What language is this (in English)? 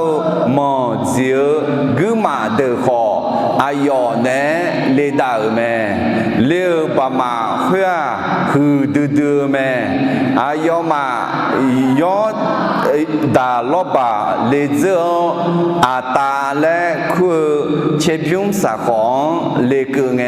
Akha